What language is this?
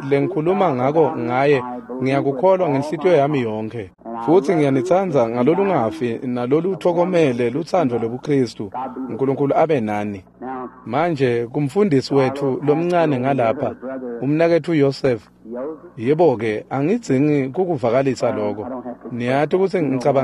Swati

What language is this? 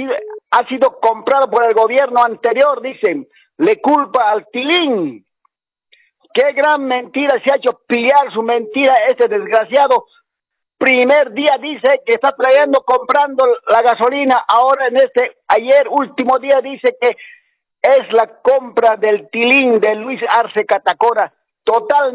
Spanish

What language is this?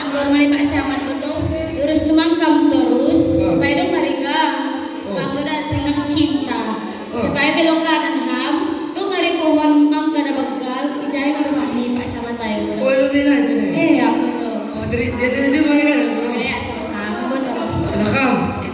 Batak Simalungun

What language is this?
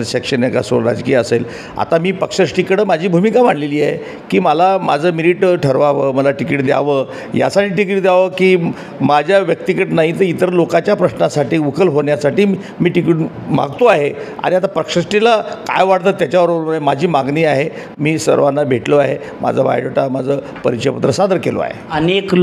Marathi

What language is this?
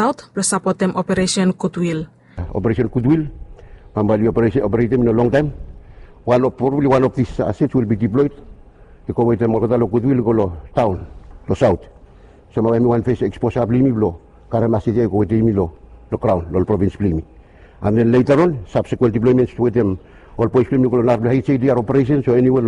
Bislama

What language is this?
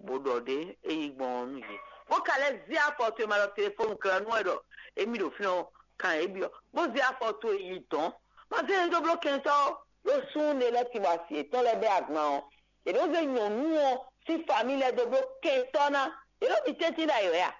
Fon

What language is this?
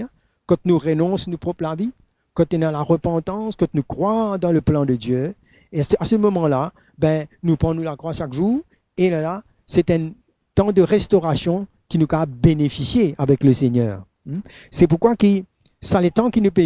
Morisyen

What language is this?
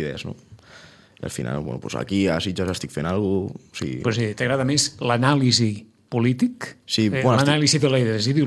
Catalan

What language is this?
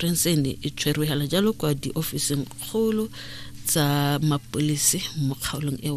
Tswana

